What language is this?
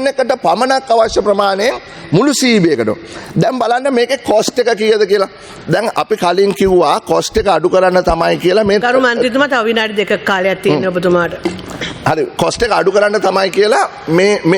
Sinhala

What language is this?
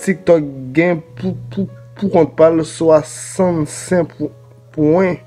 Haitian Creole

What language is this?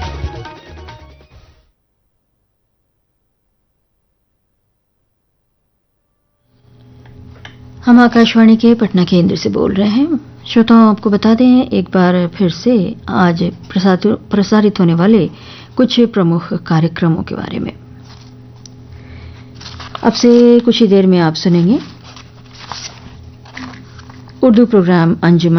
Hindi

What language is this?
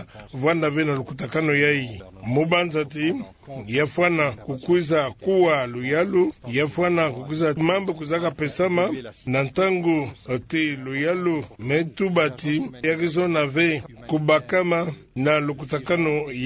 Kituba (Democratic Republic of Congo)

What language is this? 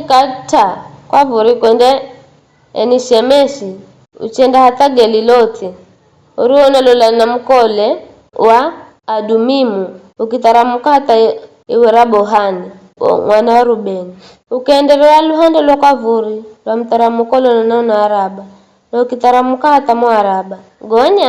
Giryama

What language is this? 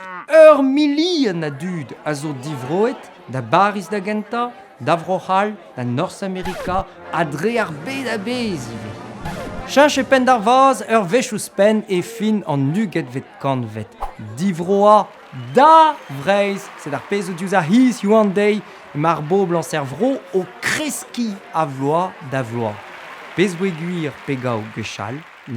Breton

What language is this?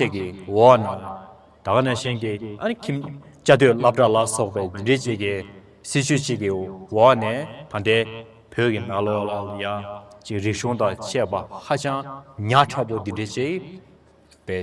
Tibetan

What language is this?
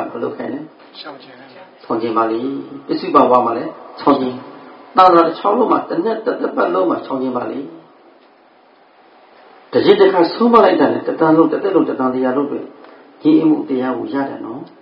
Burmese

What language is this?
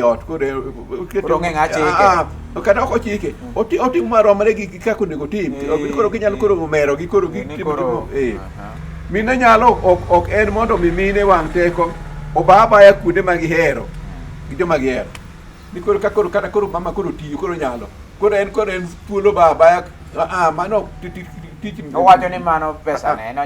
Luo (Kenya and Tanzania)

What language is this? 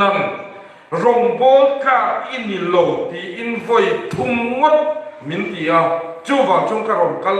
Mizo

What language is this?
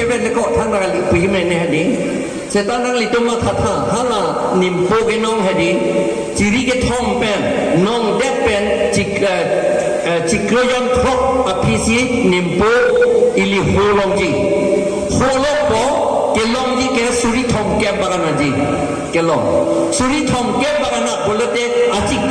Karbi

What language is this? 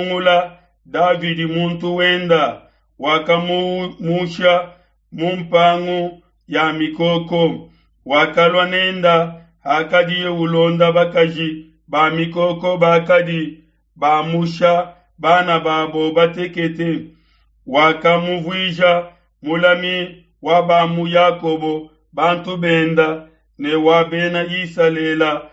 Luba-Lulua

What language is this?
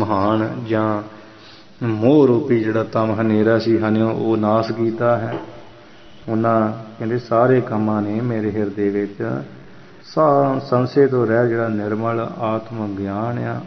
Punjabi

